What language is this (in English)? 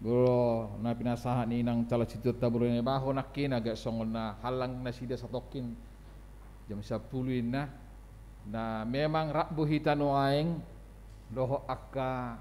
Batak Toba